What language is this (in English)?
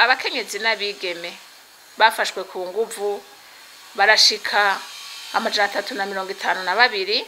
Rundi